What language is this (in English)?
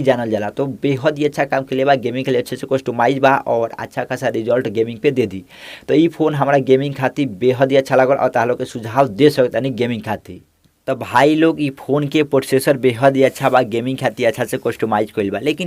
Bhojpuri